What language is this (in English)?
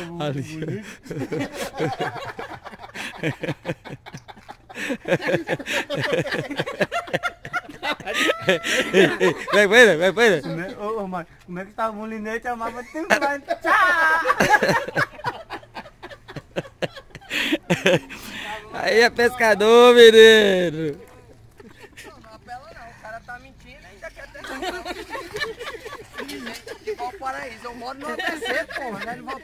Portuguese